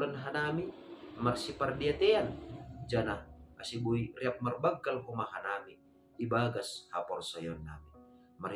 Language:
Batak Simalungun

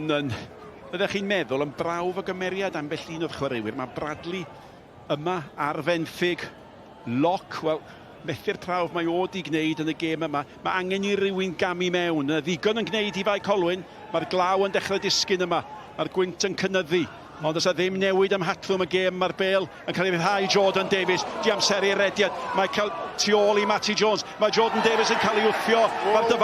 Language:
Welsh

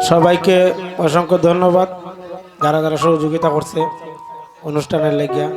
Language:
Sylheti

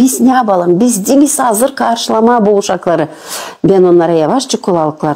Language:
Gagauz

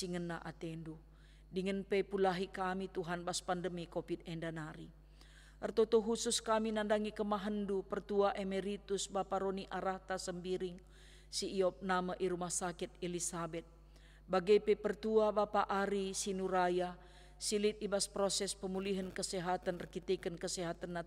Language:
Batak Karo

